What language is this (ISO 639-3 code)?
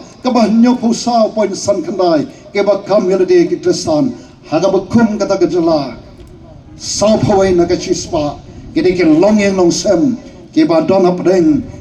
kha